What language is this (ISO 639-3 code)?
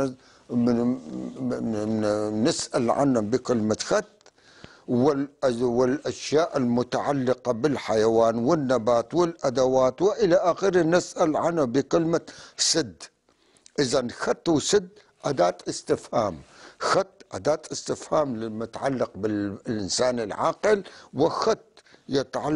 apc